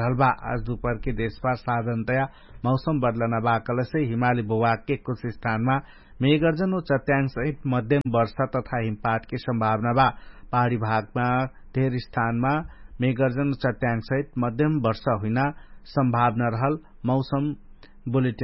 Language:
Dangaura Tharu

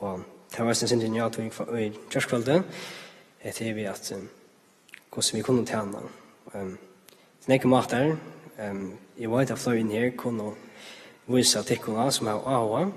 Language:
Faroese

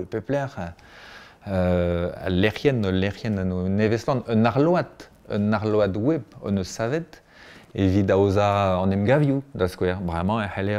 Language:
Breton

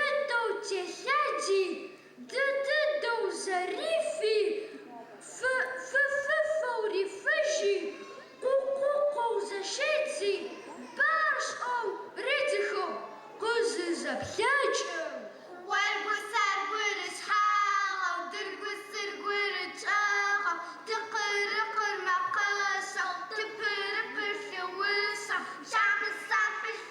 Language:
Adyghe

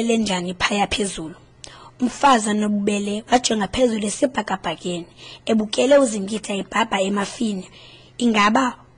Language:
Xhosa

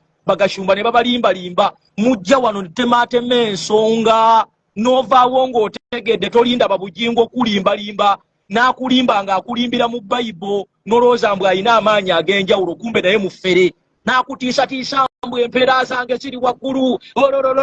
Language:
Ganda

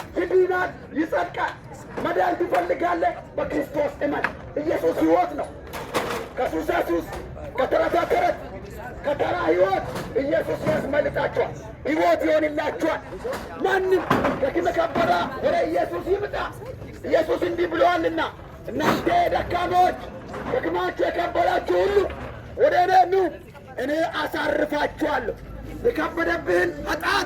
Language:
Amharic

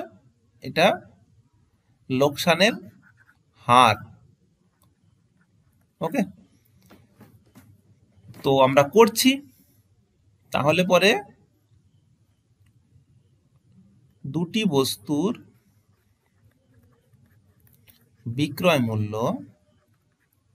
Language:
Bangla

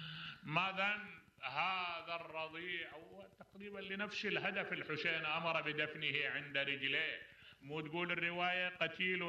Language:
Mesopotamian Arabic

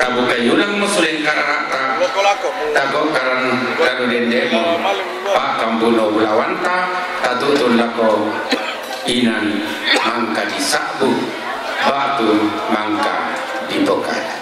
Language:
Toraja-Sa'dan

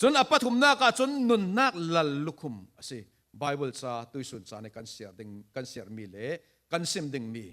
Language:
Falam Chin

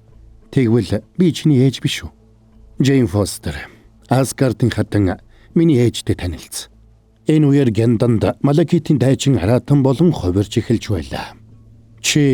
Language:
Mongolian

